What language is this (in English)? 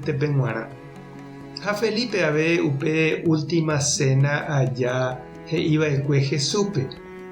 Guarani